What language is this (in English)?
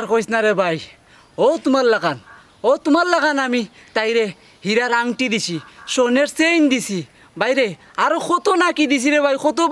Sylheti